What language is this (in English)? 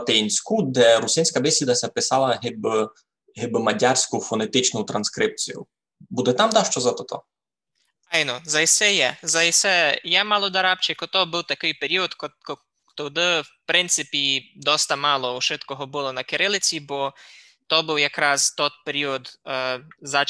Rusyn